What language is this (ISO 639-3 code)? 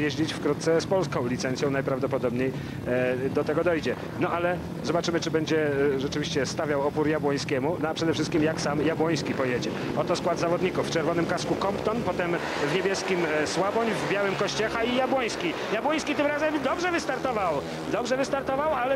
pol